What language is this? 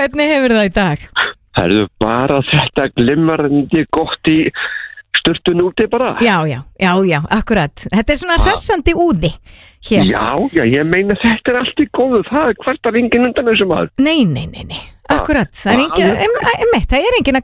Icelandic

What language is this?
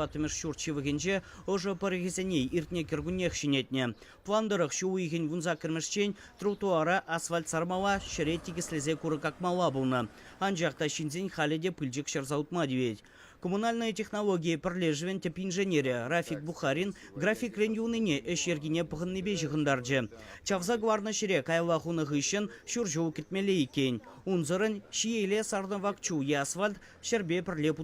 Chuvash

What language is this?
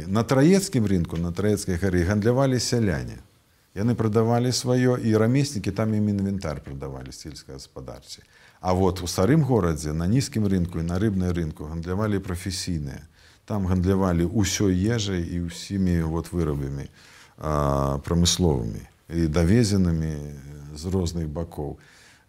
Belarusian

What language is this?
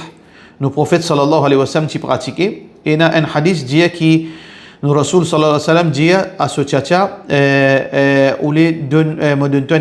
Morisyen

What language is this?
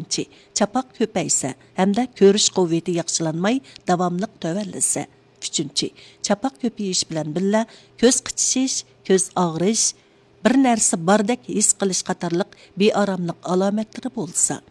Uyghur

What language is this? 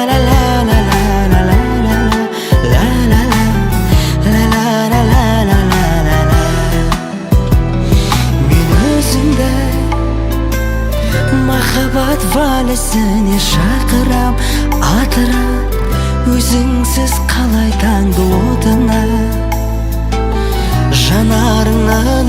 Kazakh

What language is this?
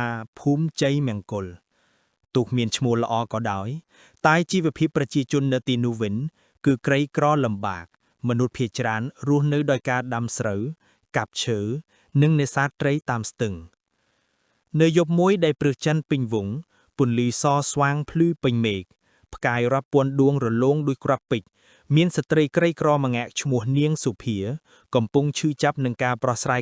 Khmer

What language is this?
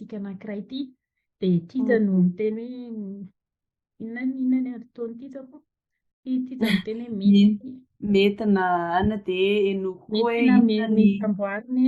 Malagasy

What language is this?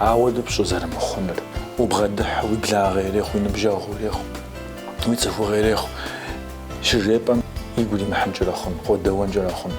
Kabardian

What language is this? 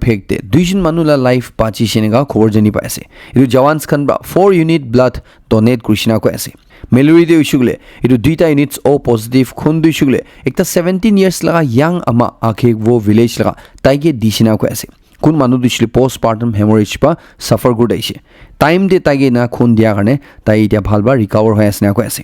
Naga Pidgin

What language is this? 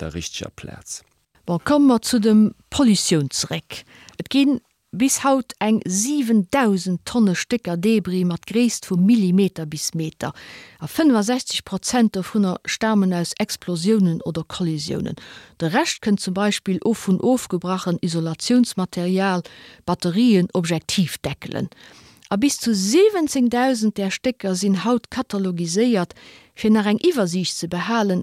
Luxembourgish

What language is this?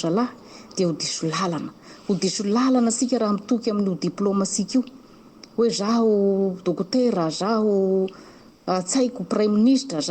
Malagasy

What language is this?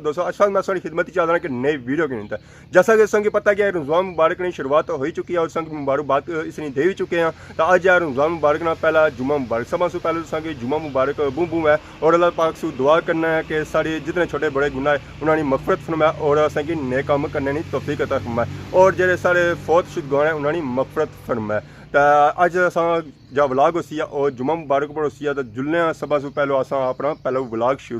Pahari-Potwari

